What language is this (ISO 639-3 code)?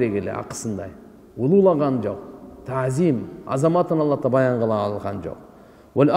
kir